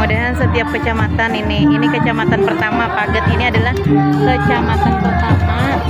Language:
Banjar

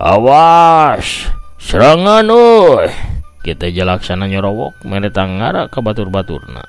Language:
Sundanese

